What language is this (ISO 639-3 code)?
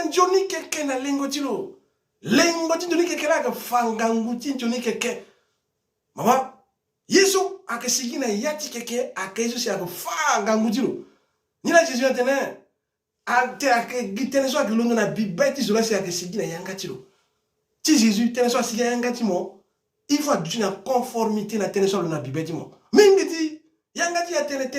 sag